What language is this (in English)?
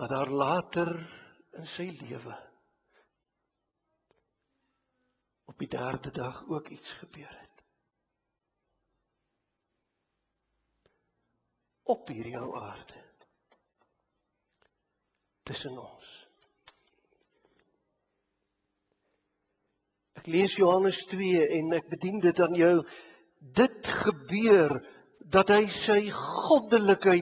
Afrikaans